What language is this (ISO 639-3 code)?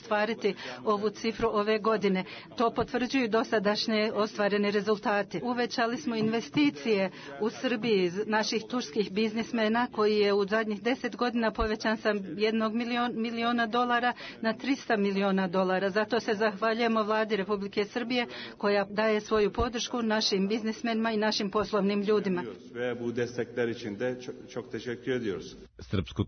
srp